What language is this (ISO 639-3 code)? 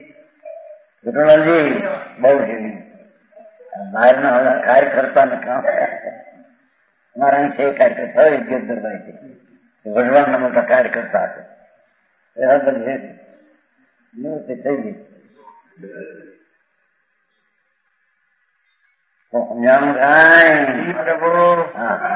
guj